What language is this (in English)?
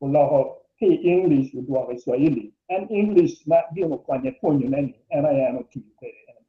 Acoli